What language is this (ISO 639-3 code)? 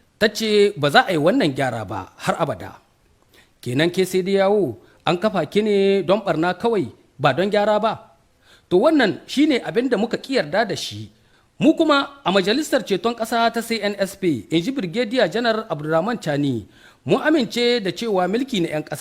hau